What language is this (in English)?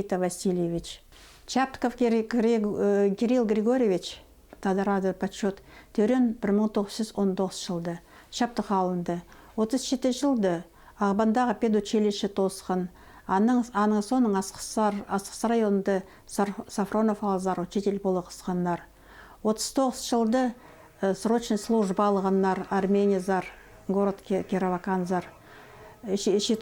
Khakas